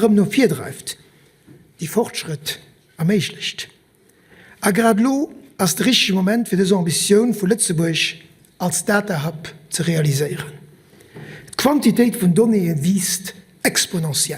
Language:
Luxembourgish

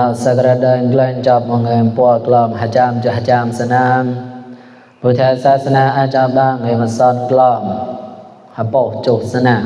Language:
Mon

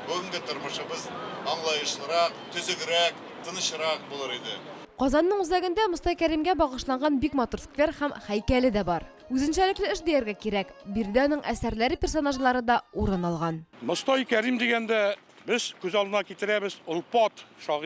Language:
Tatar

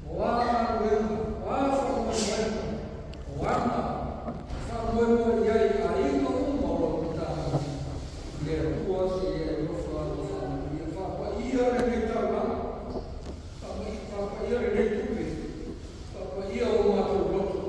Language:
Samoan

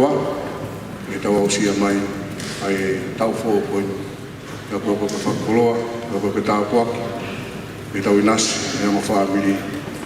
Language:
Tongan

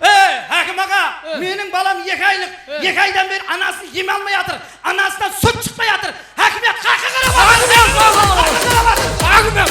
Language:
Kara-Kalpak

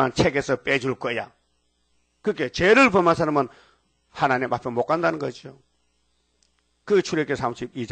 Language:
Korean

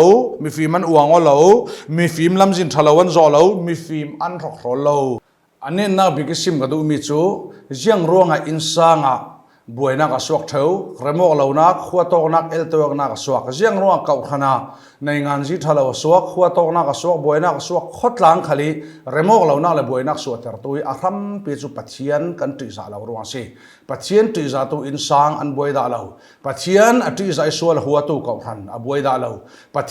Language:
Falam Chin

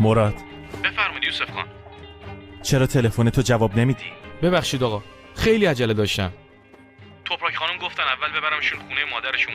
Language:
Persian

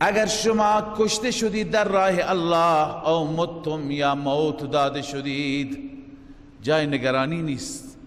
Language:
Persian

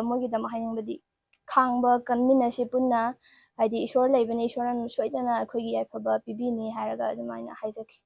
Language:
Manipuri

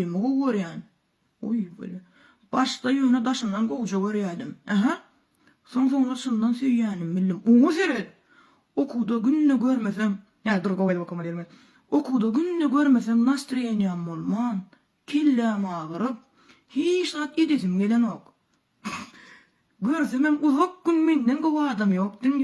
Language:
Turkmen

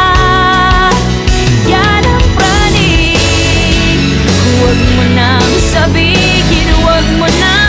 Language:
Filipino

